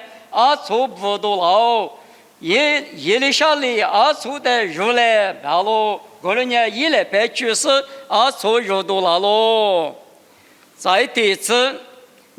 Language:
Lisu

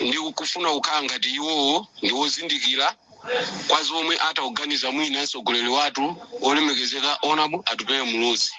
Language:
Nyanja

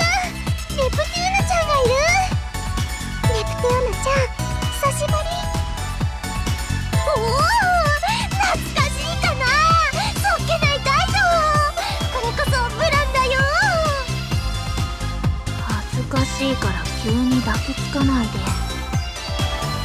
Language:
Japanese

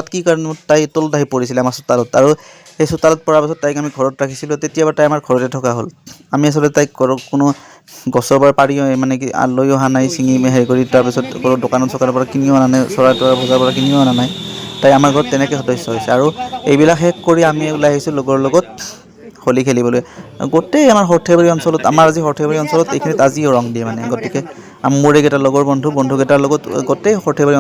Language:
Assamese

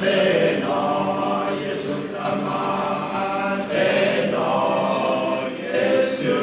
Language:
S'gaw Karen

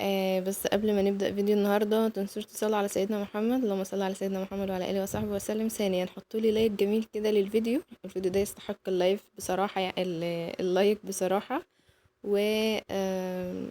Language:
Egyptian Arabic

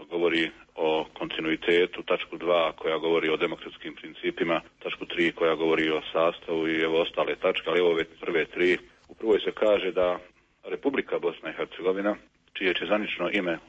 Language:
Bosnian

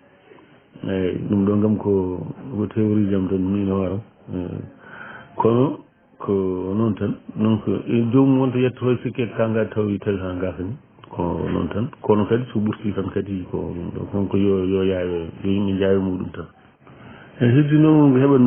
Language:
Fula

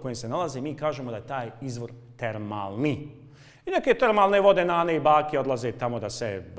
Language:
Bosnian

